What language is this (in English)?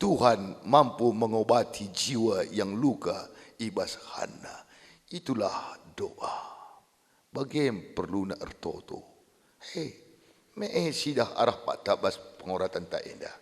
Batak Karo